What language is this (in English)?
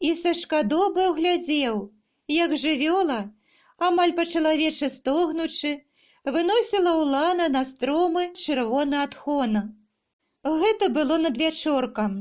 Belarusian